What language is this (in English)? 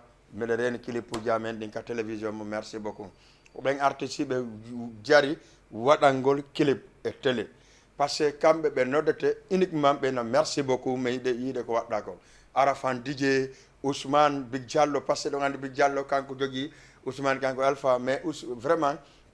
Fula